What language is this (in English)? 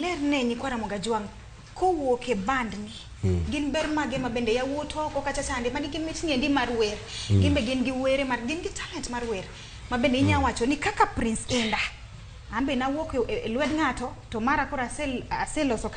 Luo (Kenya and Tanzania)